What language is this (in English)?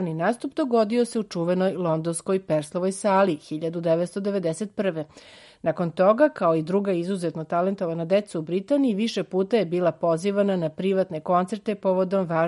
Serbian